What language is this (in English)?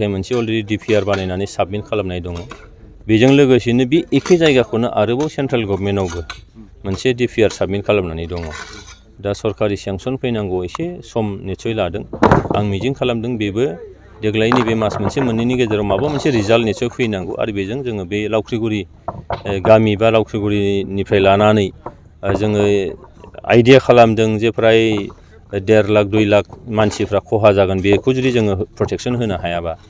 Bodo